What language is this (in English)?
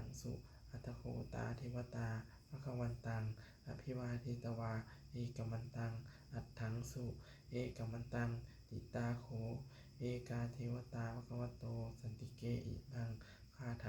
Pali